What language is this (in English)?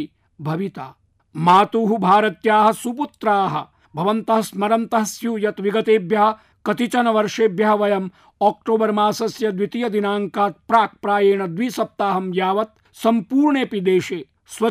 Sanskrit